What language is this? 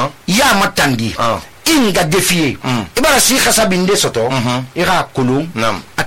Susu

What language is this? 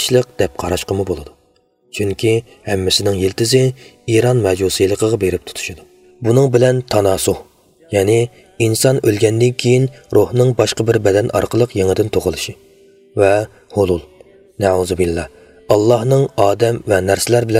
Uyghur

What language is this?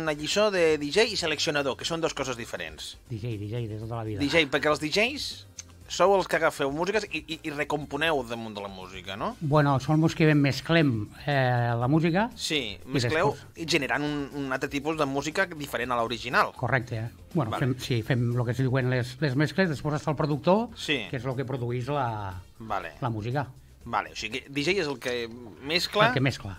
Catalan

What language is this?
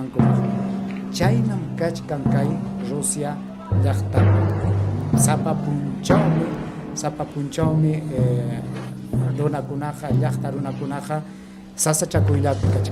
Ayacucho Quechua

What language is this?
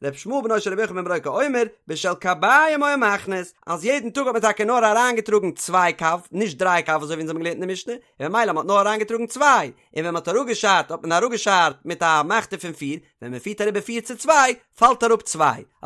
Yiddish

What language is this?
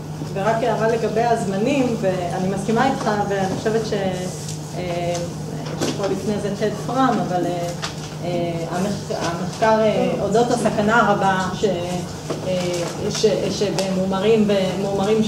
Hebrew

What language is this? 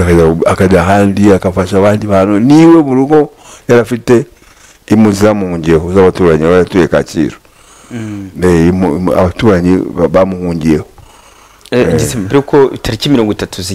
Kinyarwanda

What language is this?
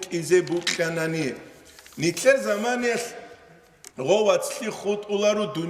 Avaric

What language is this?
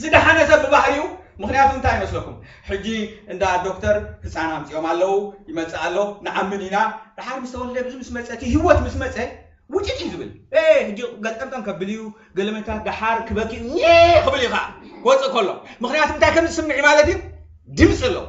Tigrinya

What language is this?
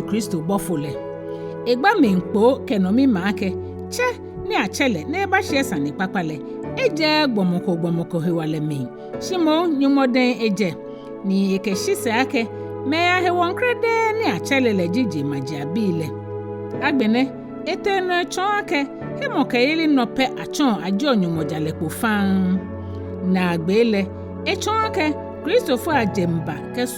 Ga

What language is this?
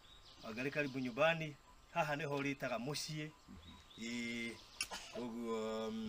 Kikuyu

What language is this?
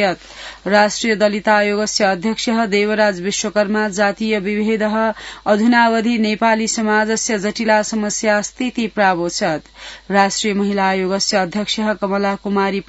Sanskrit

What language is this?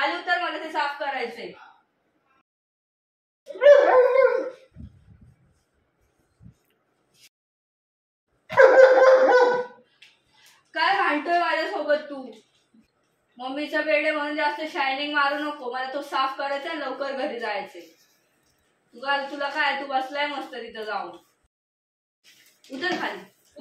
Marathi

